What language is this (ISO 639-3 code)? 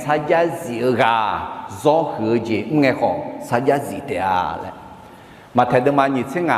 ahk